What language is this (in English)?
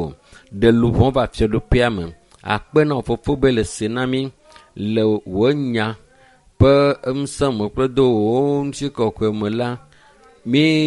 Ewe